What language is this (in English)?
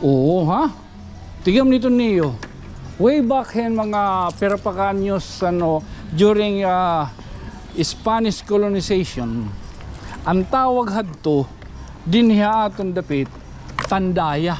Waray